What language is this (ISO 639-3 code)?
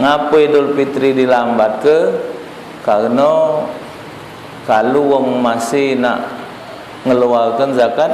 mui